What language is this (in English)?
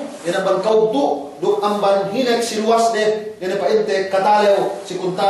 Yakan